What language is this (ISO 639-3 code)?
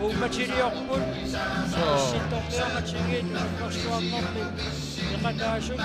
kal